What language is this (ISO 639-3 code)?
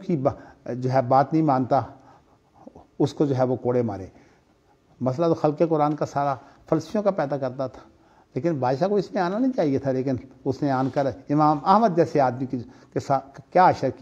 urd